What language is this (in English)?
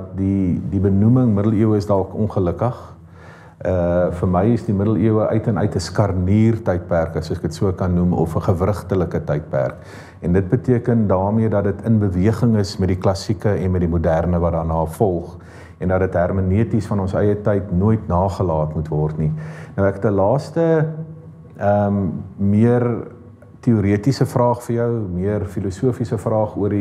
Afrikaans